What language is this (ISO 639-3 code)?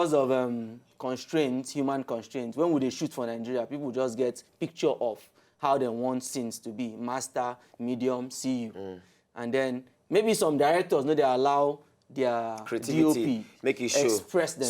pcm